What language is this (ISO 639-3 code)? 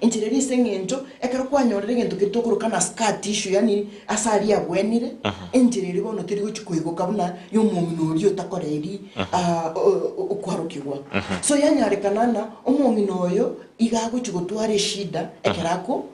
guz